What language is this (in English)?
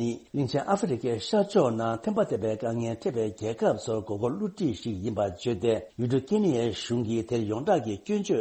Tibetan